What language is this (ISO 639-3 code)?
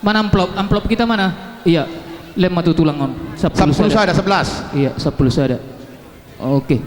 bbc